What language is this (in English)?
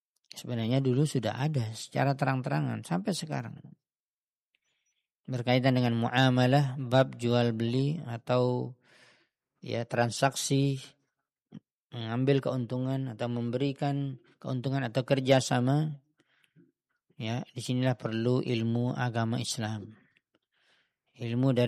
Indonesian